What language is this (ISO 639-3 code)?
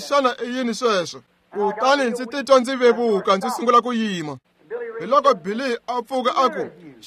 tso